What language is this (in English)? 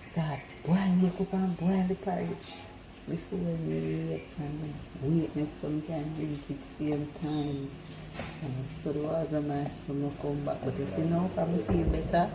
Jamaican Creole English